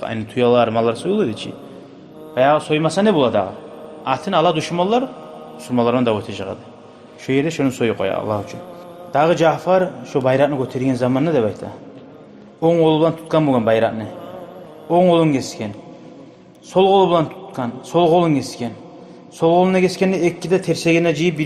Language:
Kumyk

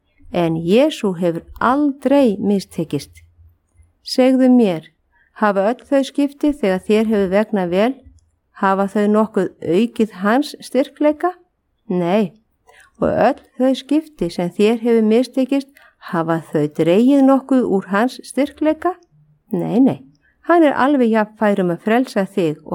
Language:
Icelandic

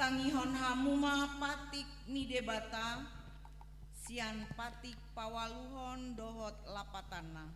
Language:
Batak Toba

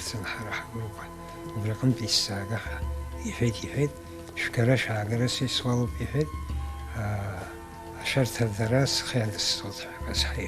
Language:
Abkhazian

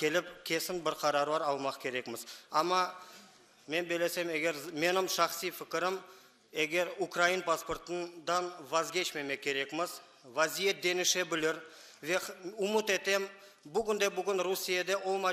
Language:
Crimean Tatar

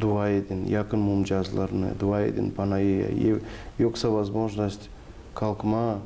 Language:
Gagauz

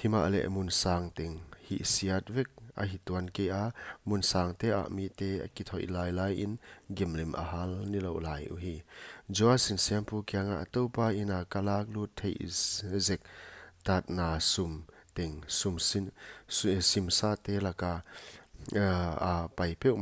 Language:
Paite Chin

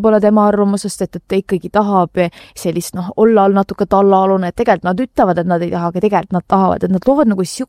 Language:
Estonian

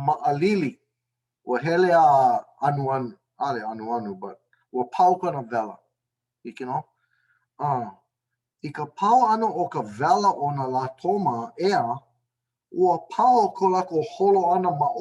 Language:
Hawaiian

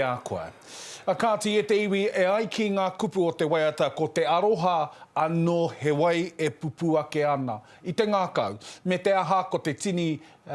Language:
Māori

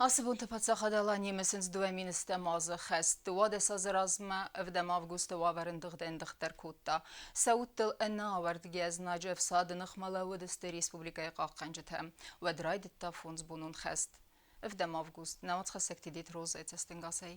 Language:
Ossetic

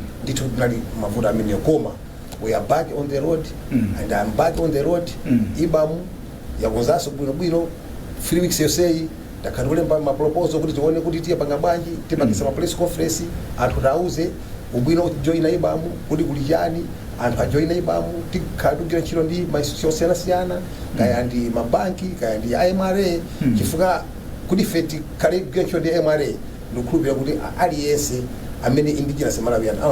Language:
Nyanja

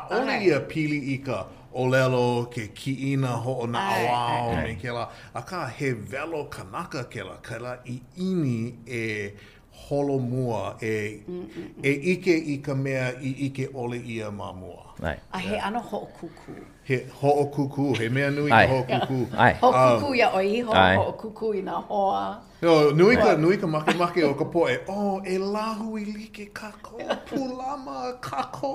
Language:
Hawaiian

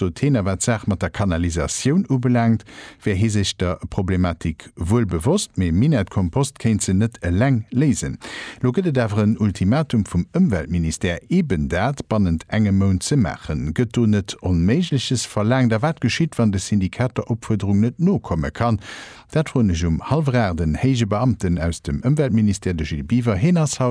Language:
Luxembourgish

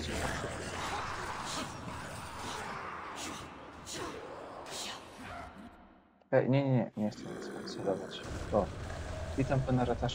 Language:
Polish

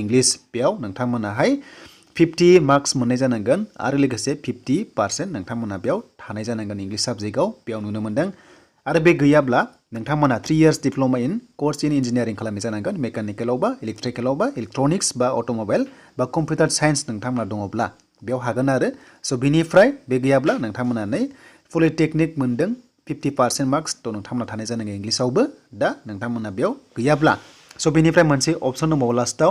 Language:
Bodo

